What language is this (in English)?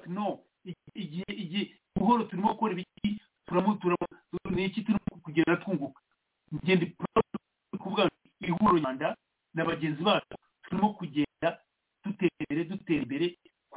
Kinyarwanda